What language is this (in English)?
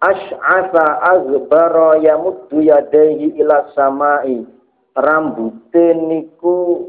Javanese